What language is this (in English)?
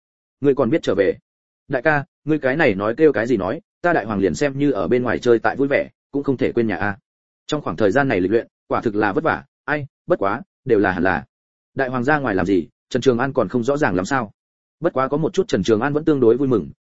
Vietnamese